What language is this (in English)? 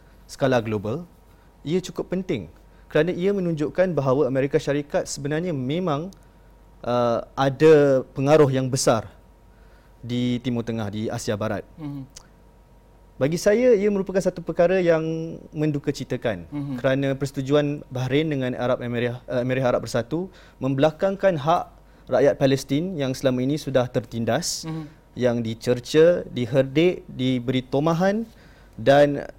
Malay